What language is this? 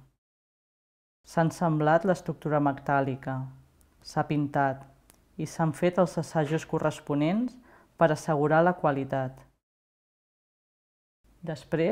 Catalan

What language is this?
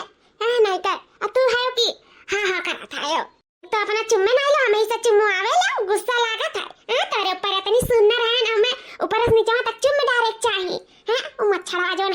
Awadhi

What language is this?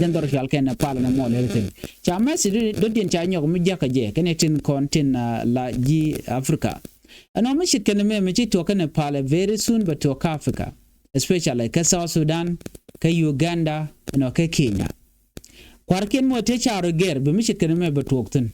Nuer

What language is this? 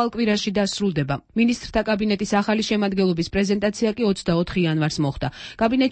Georgian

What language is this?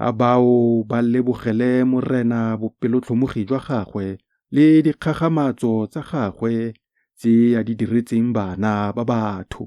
Tswana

